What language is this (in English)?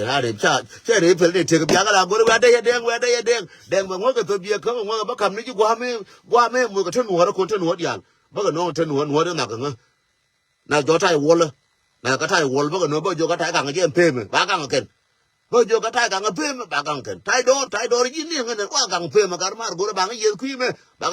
Nuer